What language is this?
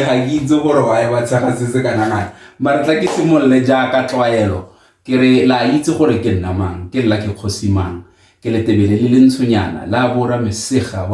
Tswana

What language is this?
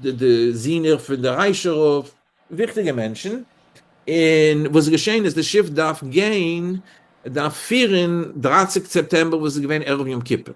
Yiddish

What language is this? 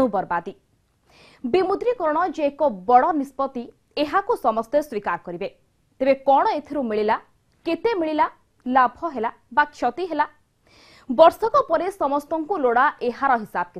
Odia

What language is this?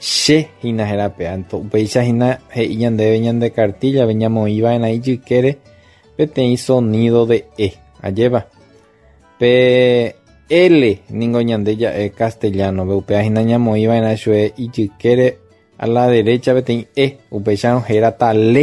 Guarani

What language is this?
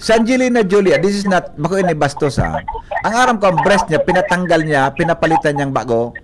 Bikol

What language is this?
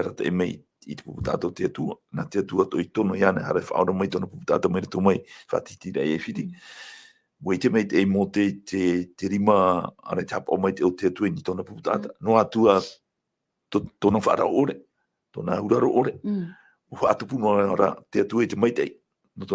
Tahitian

